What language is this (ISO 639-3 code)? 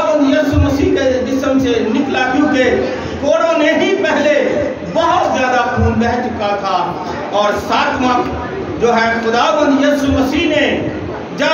urd